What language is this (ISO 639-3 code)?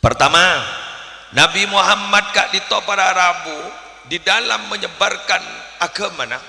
mad